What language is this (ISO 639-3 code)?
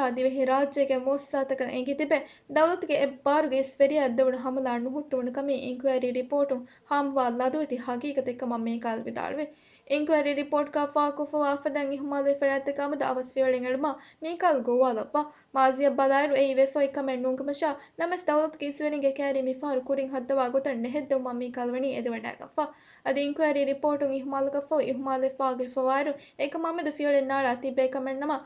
div